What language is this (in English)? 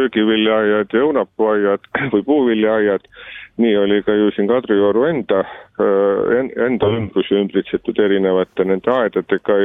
Estonian